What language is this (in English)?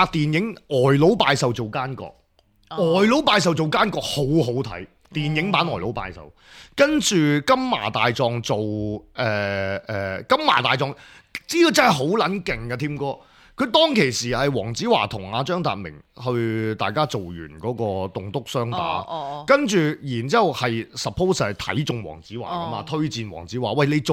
Cantonese